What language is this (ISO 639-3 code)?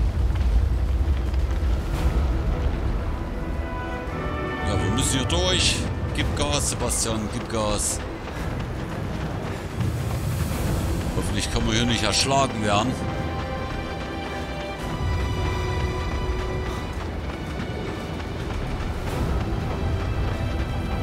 deu